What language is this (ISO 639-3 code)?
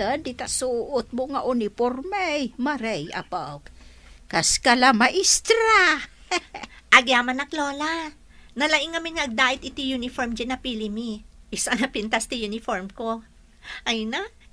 ilo